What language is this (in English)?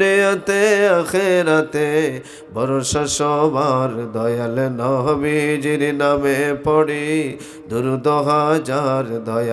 Sylheti